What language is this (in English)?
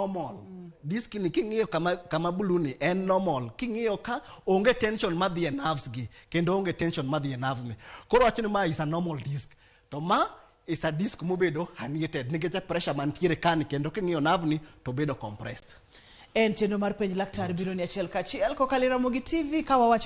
Luo (Kenya and Tanzania)